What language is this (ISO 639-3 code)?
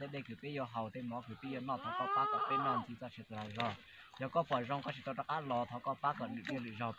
hmn